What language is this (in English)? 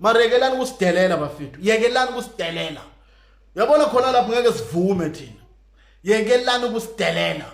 Zulu